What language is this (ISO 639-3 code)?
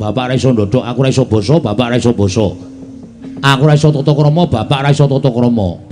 jav